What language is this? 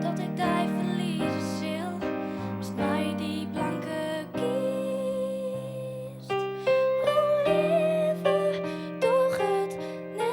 Western Frisian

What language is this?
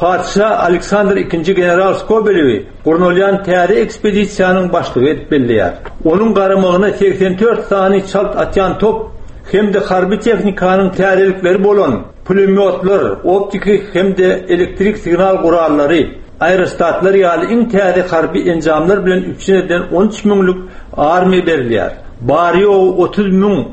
Turkmen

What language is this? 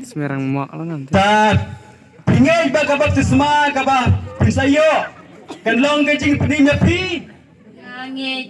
Khasi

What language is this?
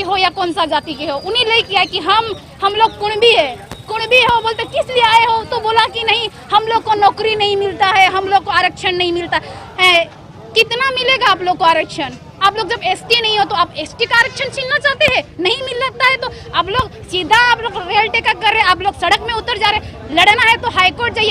Santali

